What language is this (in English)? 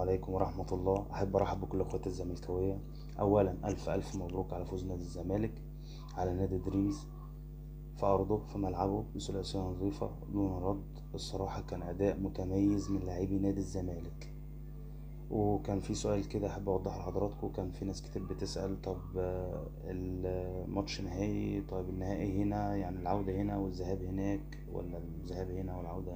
Egyptian Arabic